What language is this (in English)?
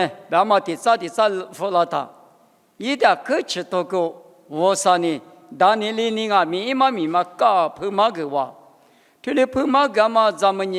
Lisu